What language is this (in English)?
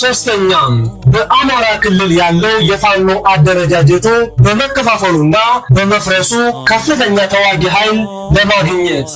Amharic